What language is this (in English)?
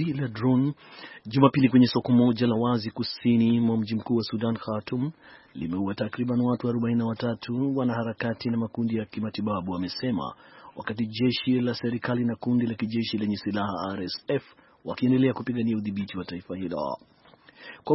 Swahili